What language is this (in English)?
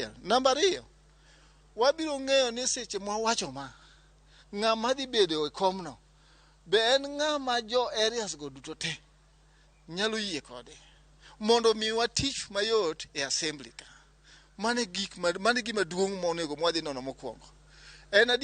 Luo (Kenya and Tanzania)